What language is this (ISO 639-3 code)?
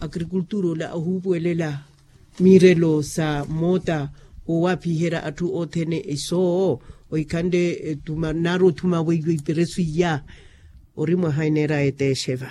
vmw